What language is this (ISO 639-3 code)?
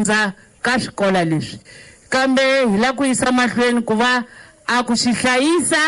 tso